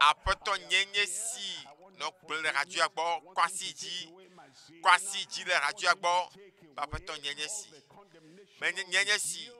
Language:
Ewe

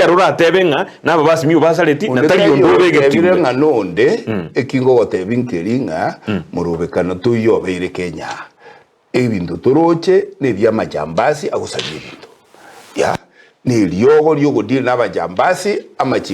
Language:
Gusii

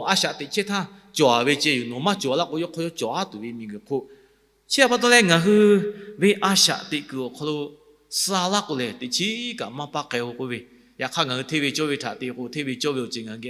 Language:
Lahu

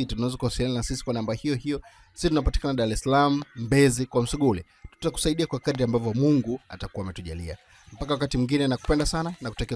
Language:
Swahili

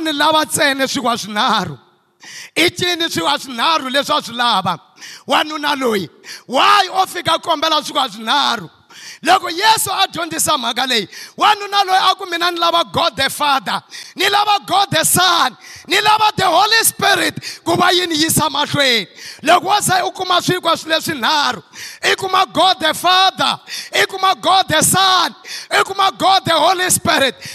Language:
Tsonga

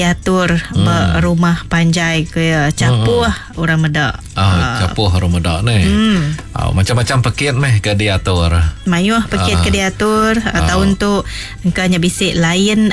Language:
Iban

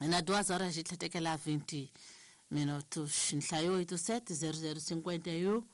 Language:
Tsonga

